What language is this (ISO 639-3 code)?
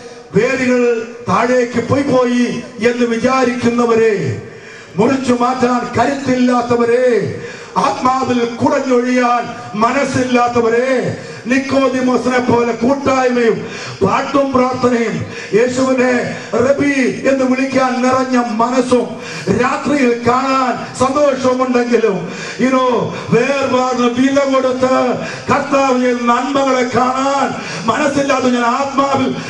mal